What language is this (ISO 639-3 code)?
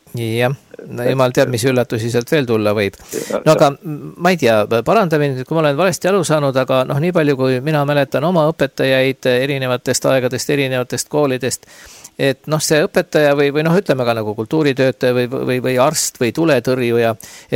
est